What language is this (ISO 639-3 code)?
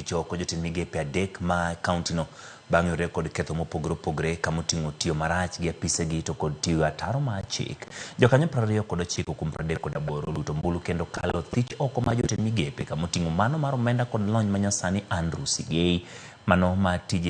luo